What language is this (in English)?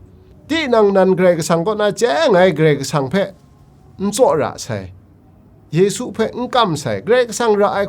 Kachin